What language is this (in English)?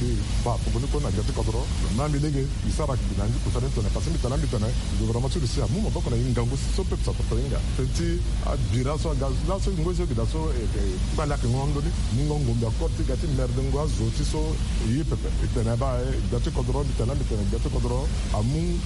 Sango